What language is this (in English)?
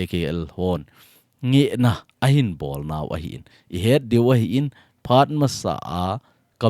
Thado Chin